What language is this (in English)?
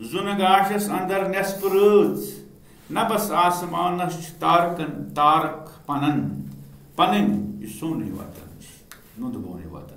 Kashmiri